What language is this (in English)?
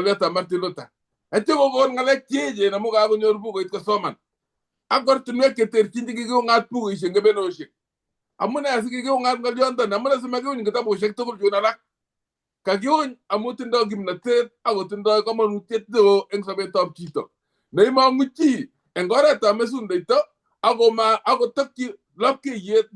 Kalenjin